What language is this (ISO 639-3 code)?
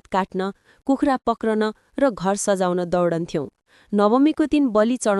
nep